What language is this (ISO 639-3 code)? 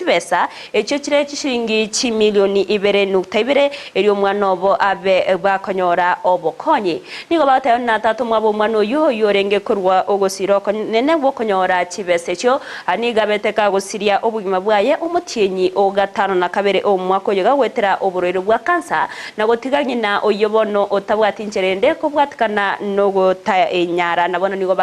guz